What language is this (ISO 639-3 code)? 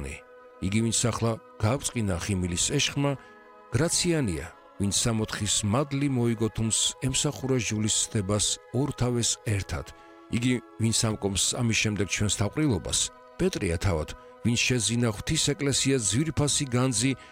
kat